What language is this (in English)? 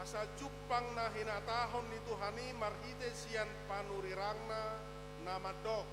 Batak Toba